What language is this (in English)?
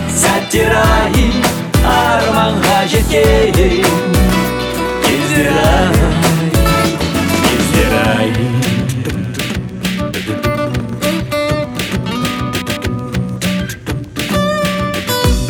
Kazakh